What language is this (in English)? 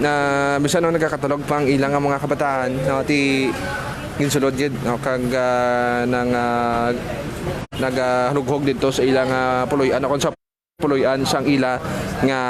Hiligaynon